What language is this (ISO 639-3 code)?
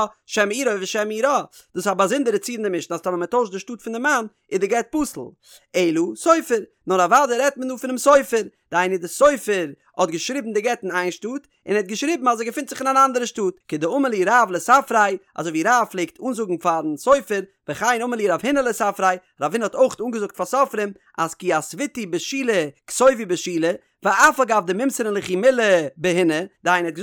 yid